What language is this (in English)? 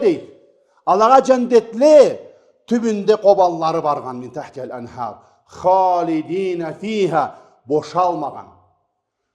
Karachay-Balkar